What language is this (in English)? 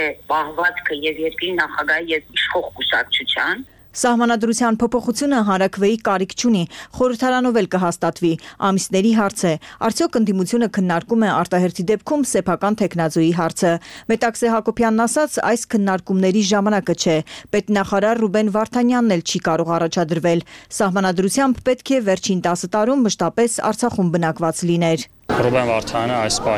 Armenian